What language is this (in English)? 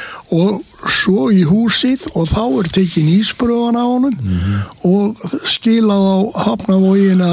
Icelandic